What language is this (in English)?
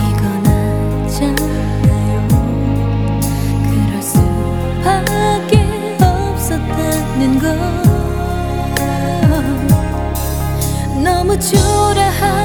Korean